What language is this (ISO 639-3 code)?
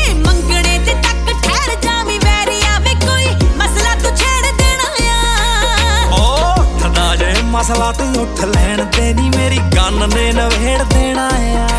pan